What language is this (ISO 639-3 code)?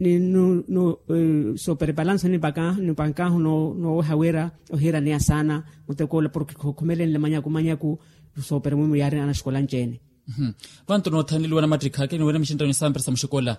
vmw